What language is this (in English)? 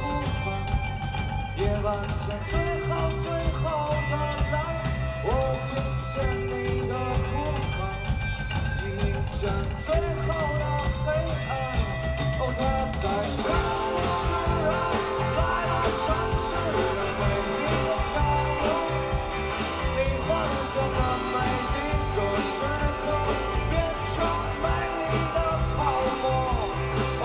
Chinese